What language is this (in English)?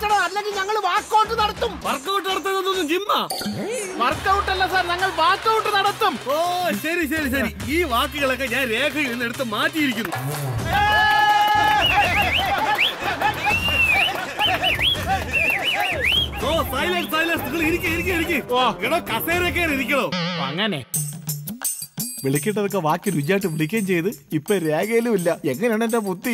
Malayalam